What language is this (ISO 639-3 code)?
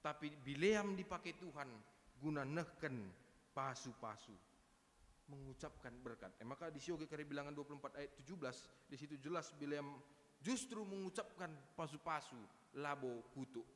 btx